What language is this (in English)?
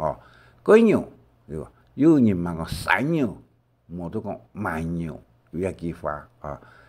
Hakka Chinese